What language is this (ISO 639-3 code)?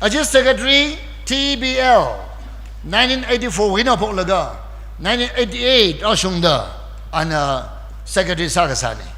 nmf